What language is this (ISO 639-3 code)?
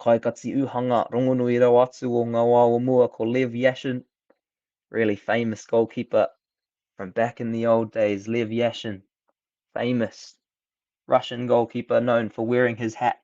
mri